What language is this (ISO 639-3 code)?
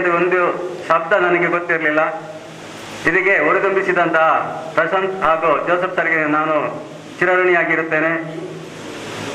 kan